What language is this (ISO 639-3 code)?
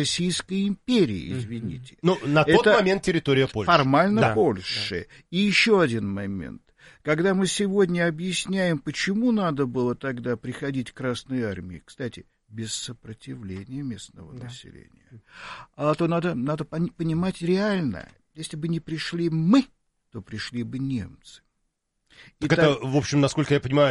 rus